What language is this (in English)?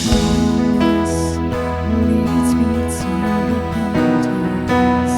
Waray